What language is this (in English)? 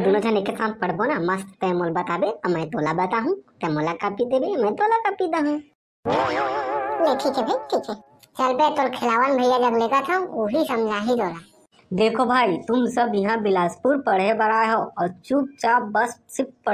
Chhattisgarhi